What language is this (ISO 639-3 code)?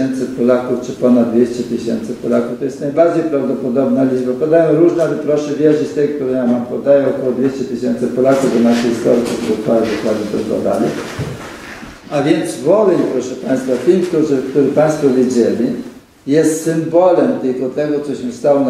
pol